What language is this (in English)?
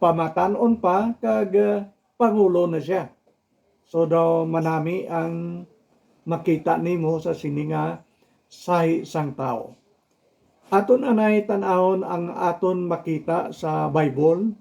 Hiligaynon